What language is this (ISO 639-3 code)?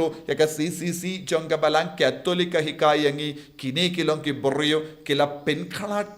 kha